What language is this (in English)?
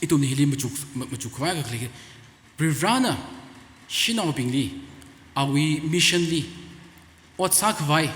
Tangkhul Naga (India)